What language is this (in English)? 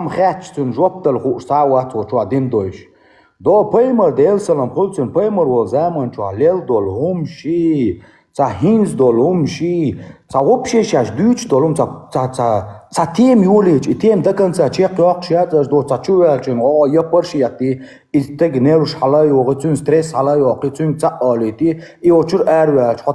Chechen